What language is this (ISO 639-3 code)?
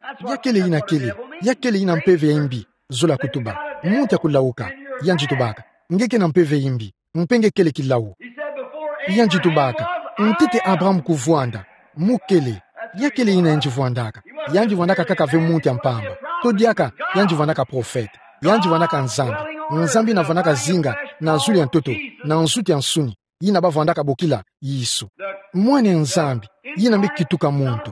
ktu